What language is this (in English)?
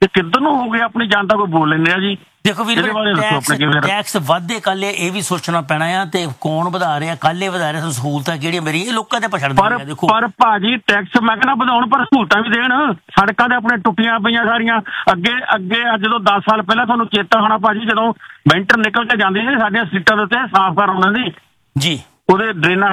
Punjabi